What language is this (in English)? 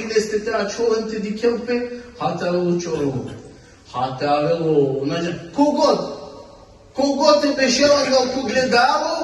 Balkan Romani